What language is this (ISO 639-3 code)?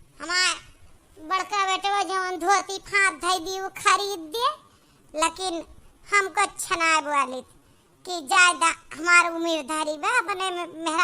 awa